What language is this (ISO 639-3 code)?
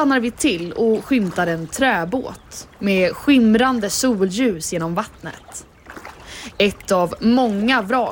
swe